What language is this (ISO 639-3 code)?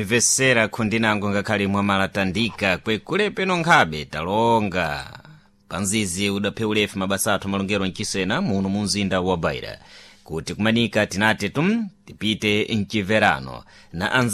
seh